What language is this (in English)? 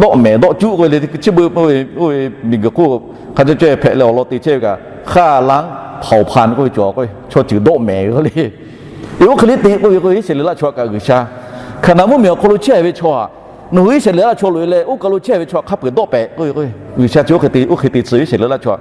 Lahu